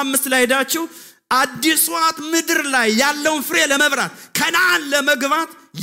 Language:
Amharic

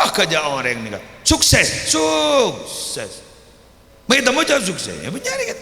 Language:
Madurese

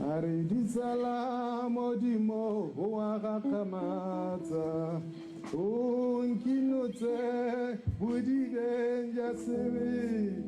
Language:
Tswana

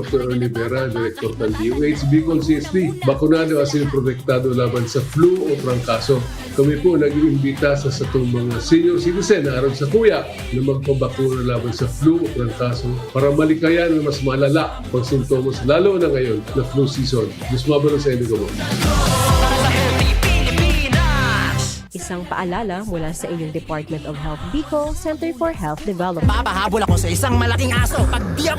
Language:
Bikol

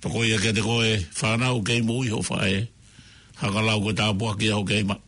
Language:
Tongan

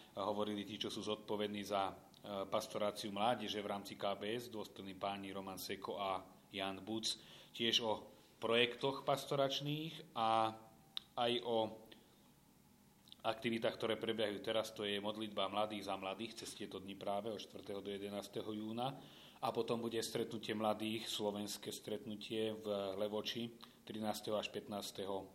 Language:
Slovak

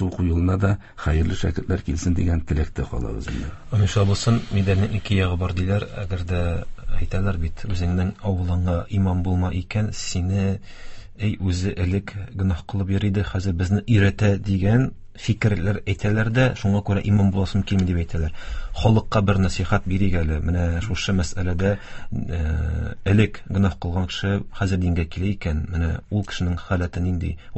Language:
Tatar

